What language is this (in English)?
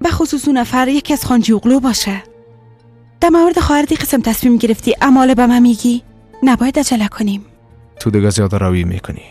Persian